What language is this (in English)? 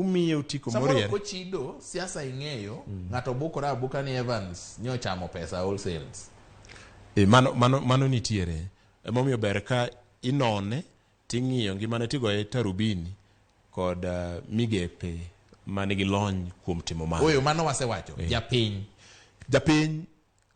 Luo (Kenya and Tanzania)